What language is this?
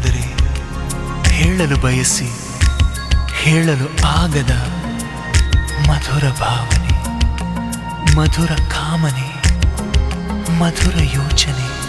Kannada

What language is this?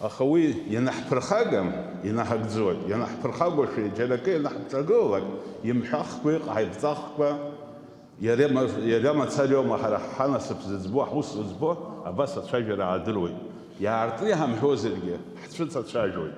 Abkhazian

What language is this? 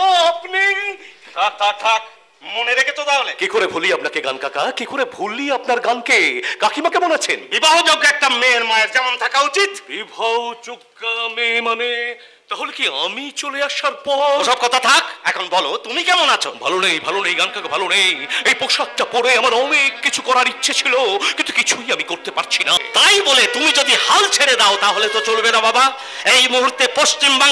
Bangla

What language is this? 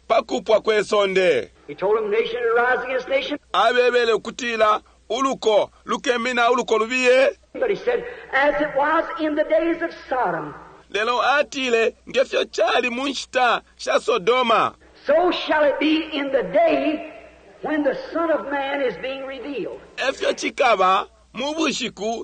Bemba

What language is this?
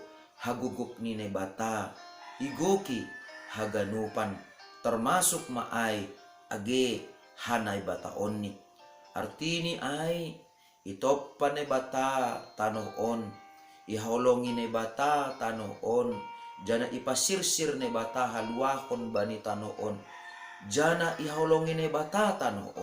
Batak Simalungun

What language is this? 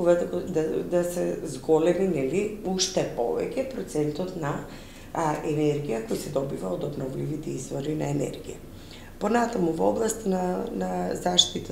Macedonian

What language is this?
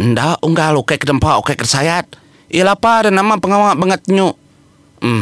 Iban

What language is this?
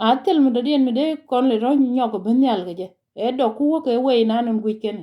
Nuer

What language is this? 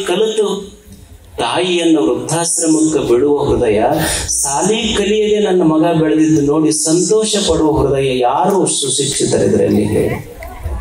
Kannada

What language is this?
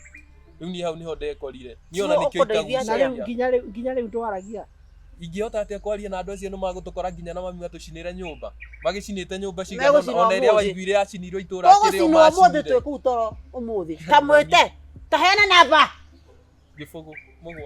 Kikuyu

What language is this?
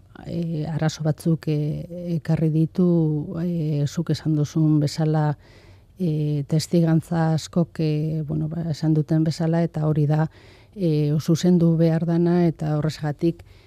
Basque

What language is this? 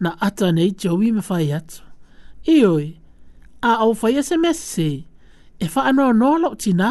Samoan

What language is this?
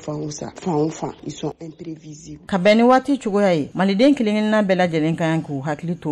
Bambara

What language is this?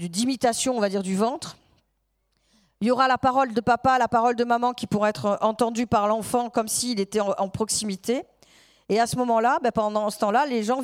French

